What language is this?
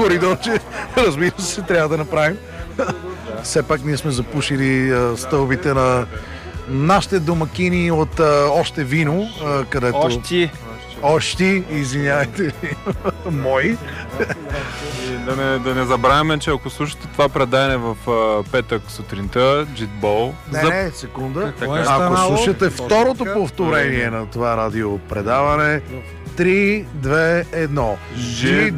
Bulgarian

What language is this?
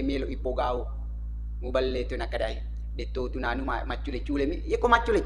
Buginese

